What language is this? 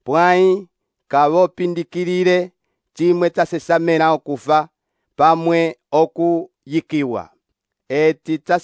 Umbundu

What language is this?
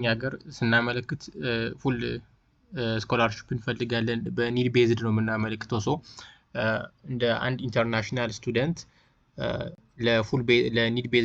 Amharic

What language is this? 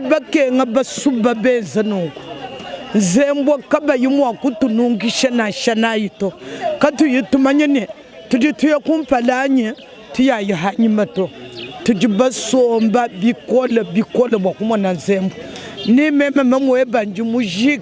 Luba-Lulua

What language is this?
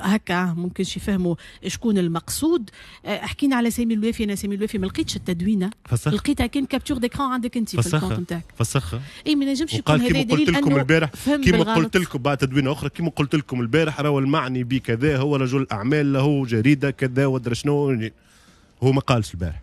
Tunisian Arabic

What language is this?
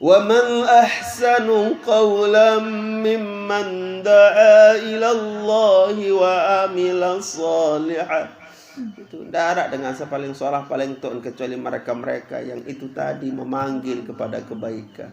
Sasak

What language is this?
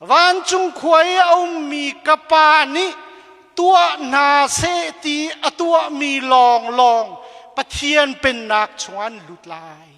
Hakha Chin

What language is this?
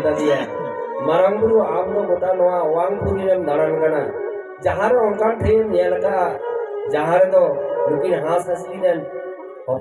Santali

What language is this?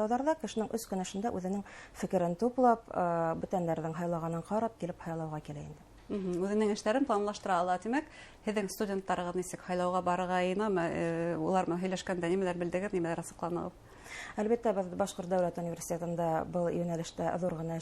Bashkir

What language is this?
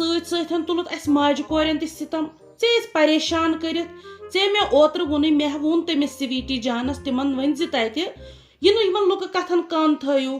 Kashmiri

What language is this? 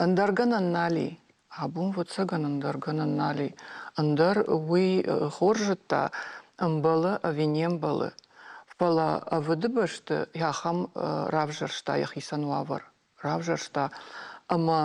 Ossetic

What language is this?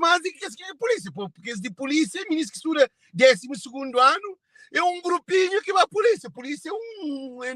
Kabuverdianu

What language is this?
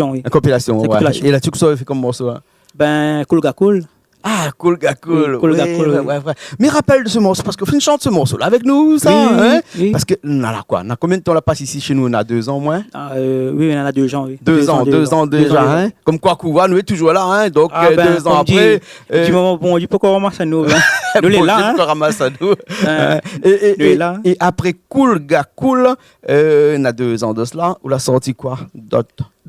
Réunion Creole French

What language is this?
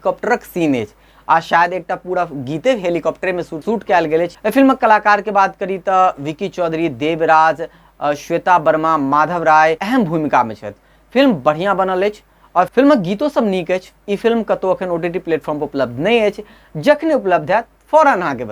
Maithili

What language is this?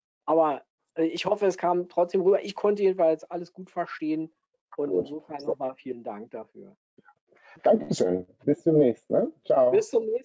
German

